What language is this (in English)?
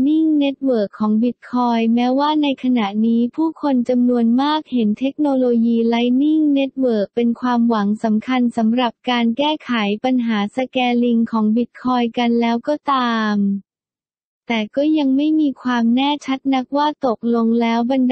Thai